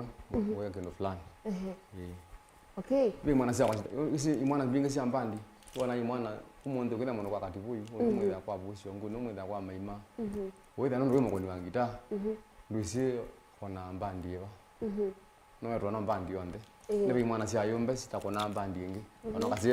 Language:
Kamba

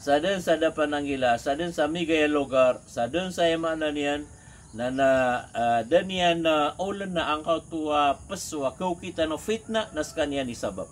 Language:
Maranao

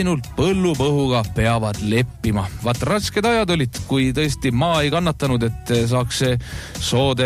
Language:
Estonian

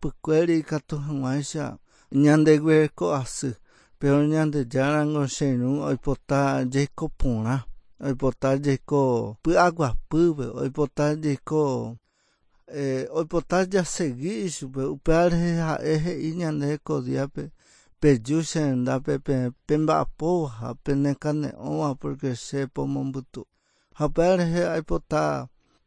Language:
Guarani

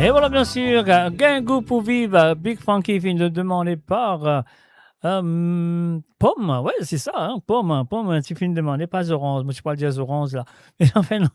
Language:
Morisyen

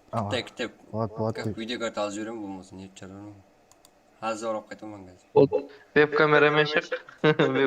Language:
Kara-Kalpak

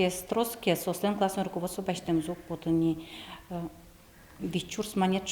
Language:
Udmurt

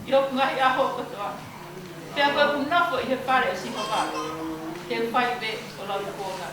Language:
Tongan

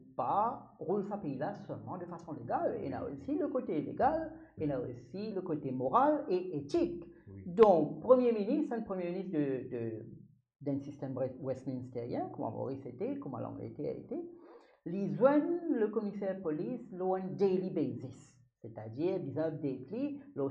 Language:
Morisyen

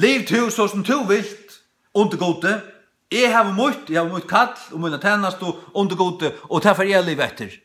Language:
Faroese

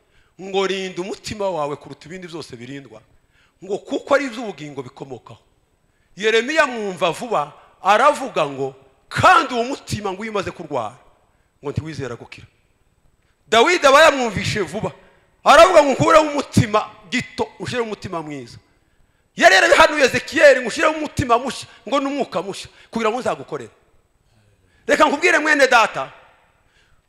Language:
Kinyarwanda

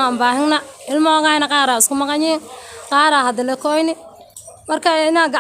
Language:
Somali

